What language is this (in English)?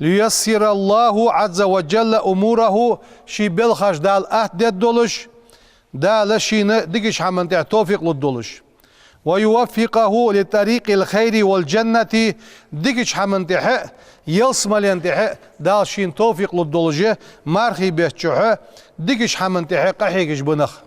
Ingush